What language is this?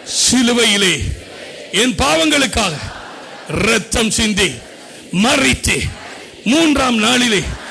Tamil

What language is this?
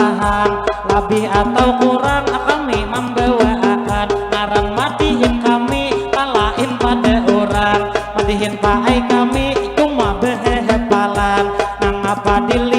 Banjar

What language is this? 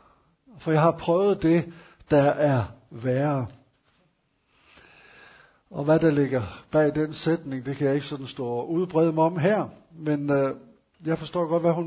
Danish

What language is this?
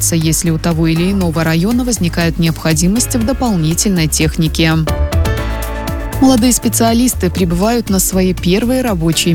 Russian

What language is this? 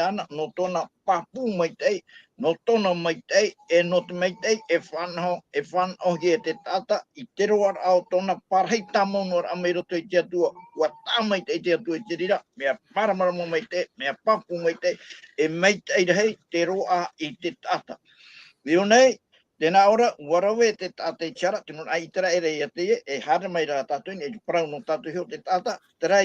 Tahitian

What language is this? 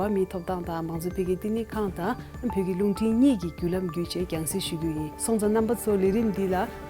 Tibetan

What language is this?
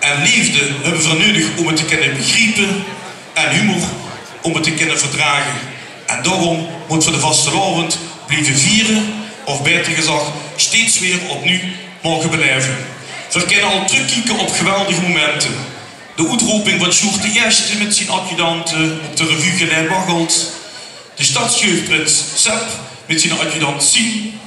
Limburgish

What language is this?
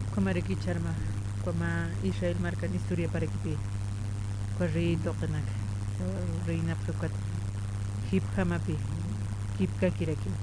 Aymara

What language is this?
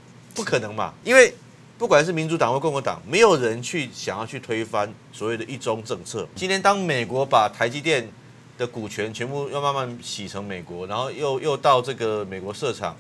Chinese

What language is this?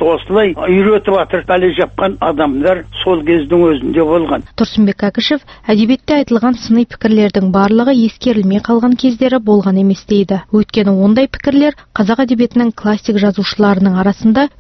Kazakh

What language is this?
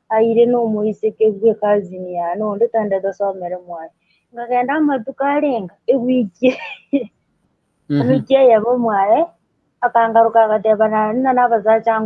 Gusii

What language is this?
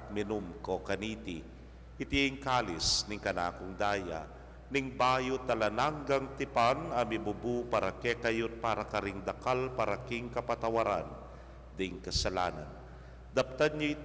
Pampanga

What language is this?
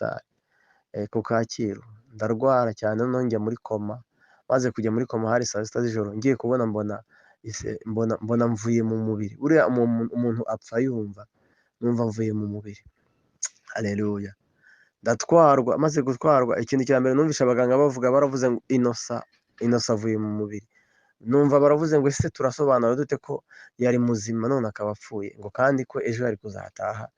Kinyarwanda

